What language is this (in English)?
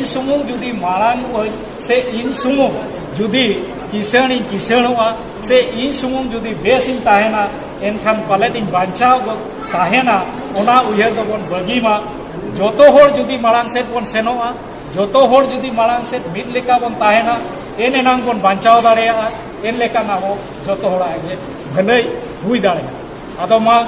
Santali